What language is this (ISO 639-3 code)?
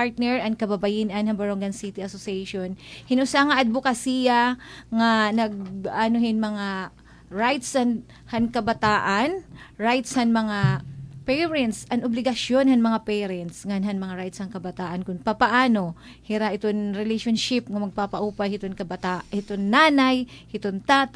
war